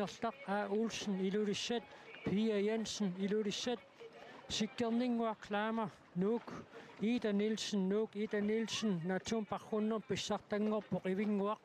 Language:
Kalaallisut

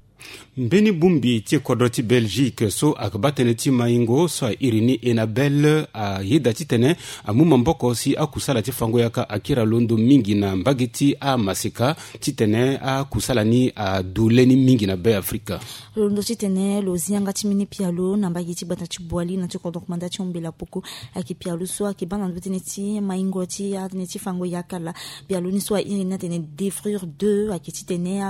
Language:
Sango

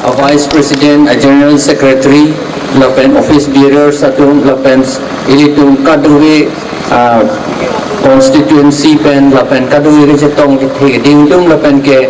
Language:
Karbi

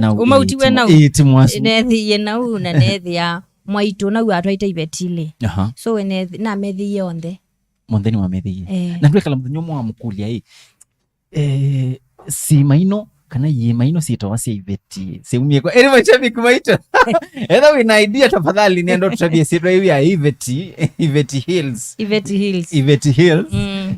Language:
Kamba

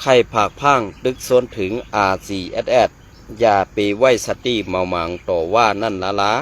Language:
Shan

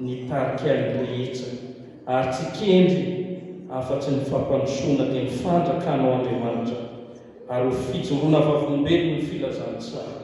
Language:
Malagasy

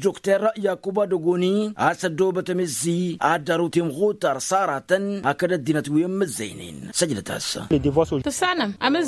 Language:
Tamasheq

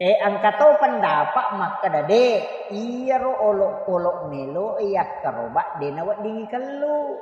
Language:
Buginese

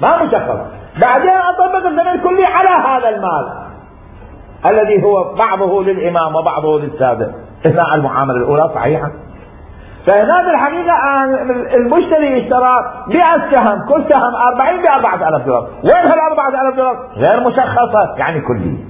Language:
Mesopotamian Arabic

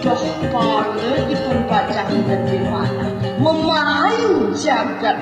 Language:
Balinese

